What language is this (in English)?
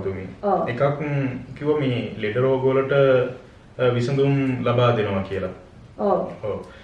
Sinhala